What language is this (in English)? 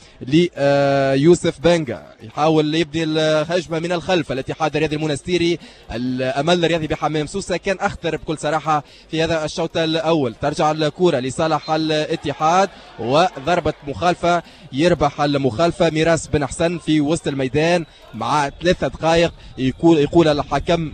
Tunisian Arabic